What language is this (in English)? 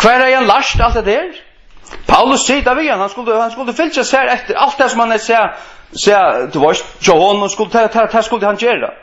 Faroese